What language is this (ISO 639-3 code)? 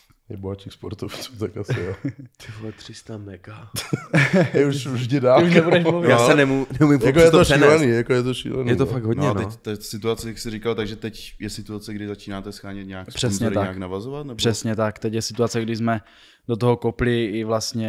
ces